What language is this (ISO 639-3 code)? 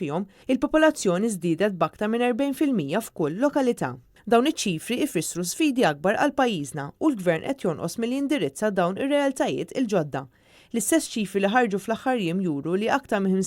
mlt